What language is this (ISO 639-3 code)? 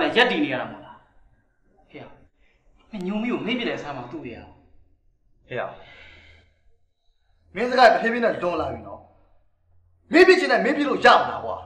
mya